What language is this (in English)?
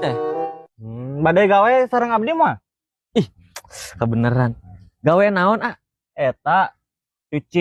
Sundanese